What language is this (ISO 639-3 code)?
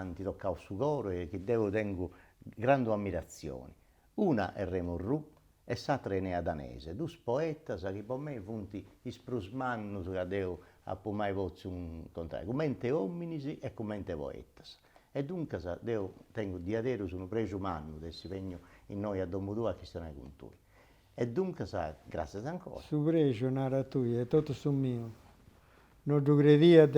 srd